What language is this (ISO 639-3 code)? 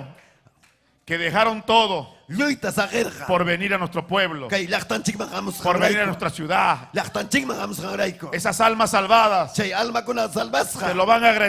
quy